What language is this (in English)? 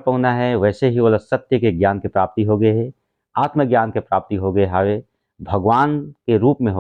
Chhattisgarhi